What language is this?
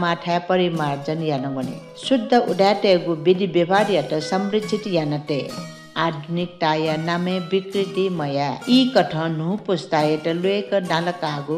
Newari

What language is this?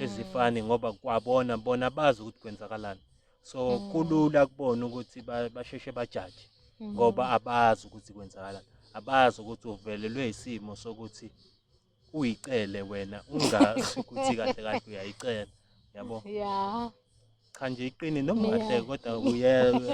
Zulu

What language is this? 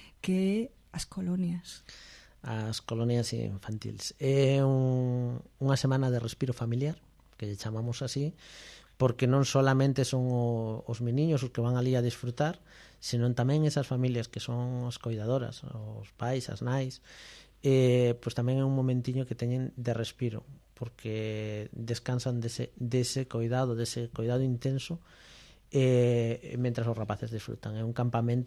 Galician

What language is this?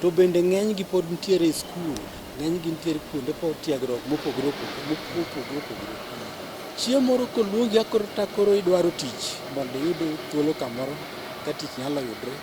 Luo (Kenya and Tanzania)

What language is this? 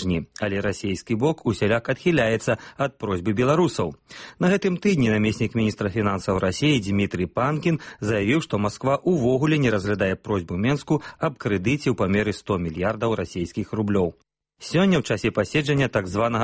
Belarusian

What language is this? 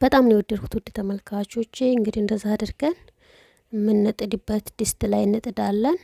Amharic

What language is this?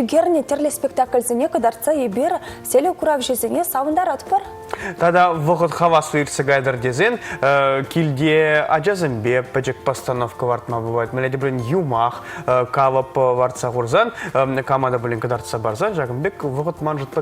Chuvash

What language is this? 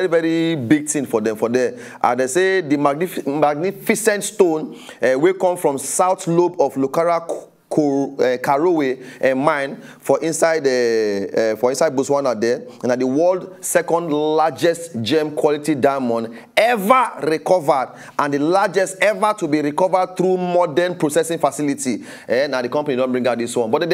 Nigerian Pidgin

